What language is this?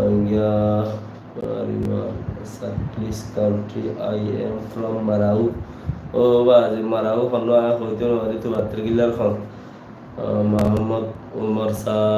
Rohingya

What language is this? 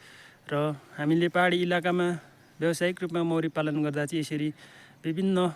Nepali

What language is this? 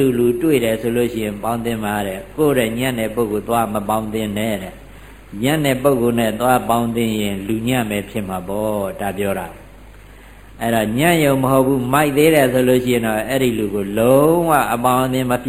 Burmese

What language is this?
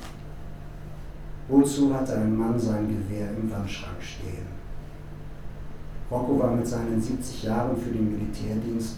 German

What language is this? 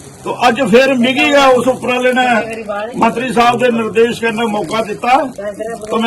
Dogri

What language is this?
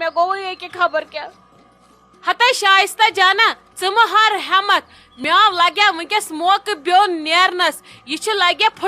Kashmiri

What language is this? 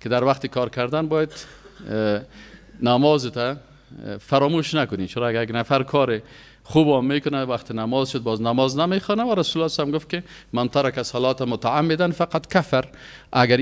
Persian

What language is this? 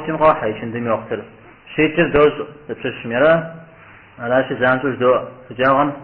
Kabardian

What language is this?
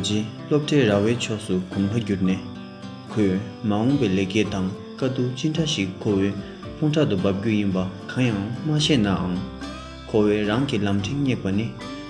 Tibetan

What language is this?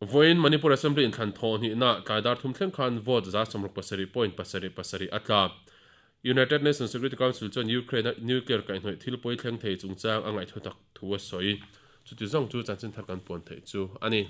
Mizo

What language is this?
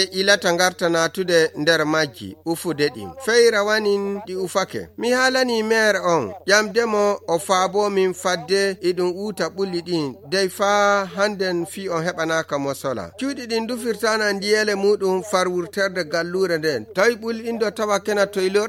Fula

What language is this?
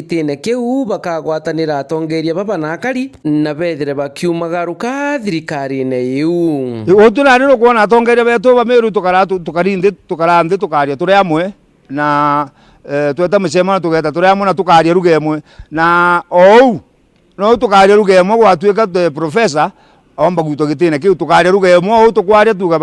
Meru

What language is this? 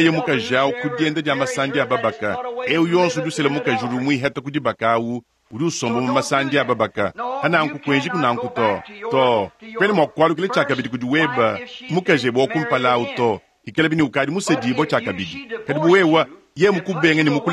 Luba-Lulua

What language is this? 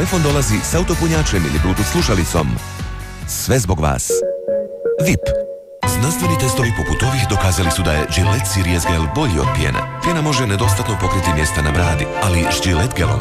Croatian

